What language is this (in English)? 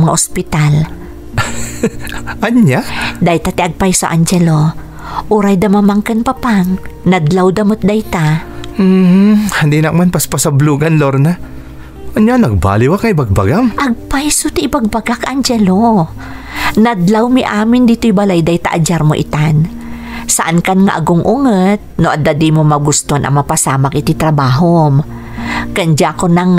Iloko